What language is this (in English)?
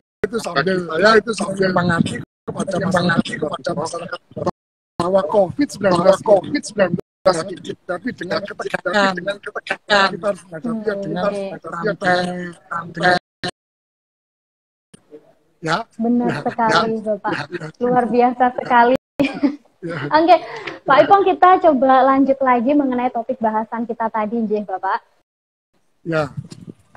Indonesian